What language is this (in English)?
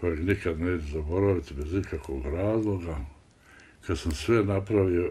Bosnian